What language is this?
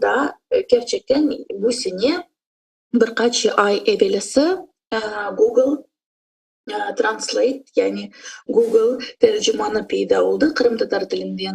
Crimean Tatar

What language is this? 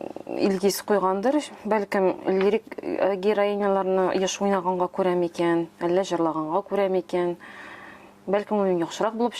Tatar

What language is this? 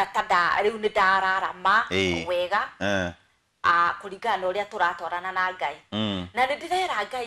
Kikuyu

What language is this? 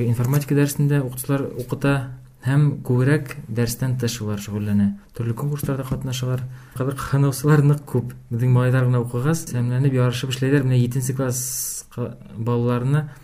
Bashkir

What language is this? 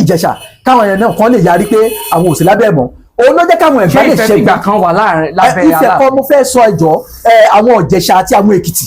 Yoruba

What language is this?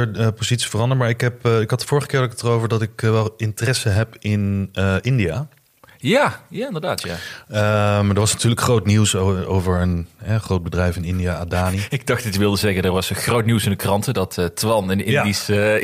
Dutch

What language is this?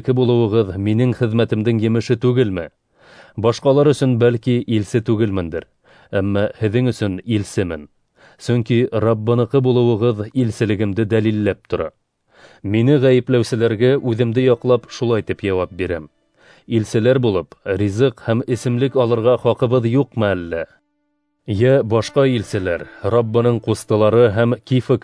Bashkir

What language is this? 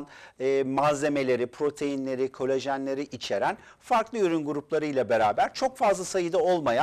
Turkish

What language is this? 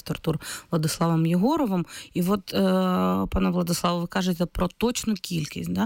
Ukrainian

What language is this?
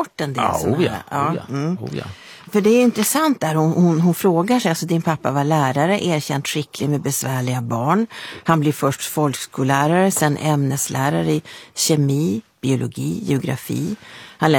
Swedish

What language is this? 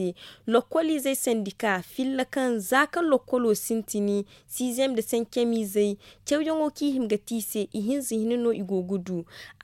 Zarma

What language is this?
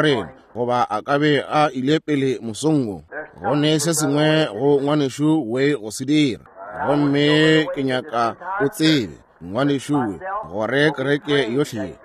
Northern Sotho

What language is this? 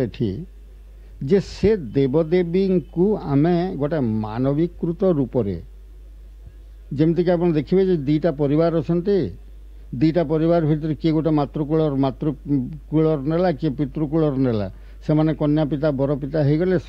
Odia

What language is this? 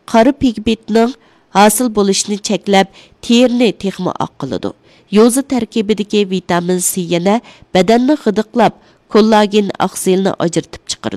Uyghur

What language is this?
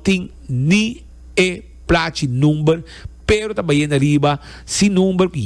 Papiamento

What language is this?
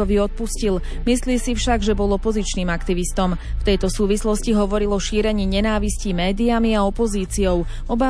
Slovak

